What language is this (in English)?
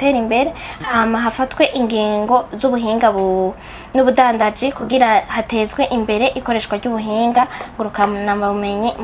Rundi